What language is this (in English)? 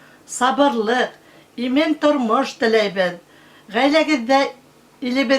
Bashkir